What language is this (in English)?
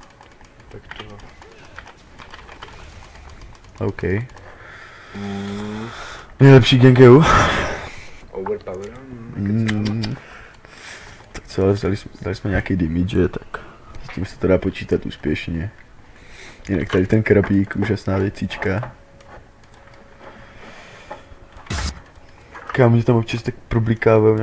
Czech